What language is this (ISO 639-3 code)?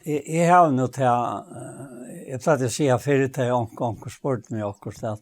fao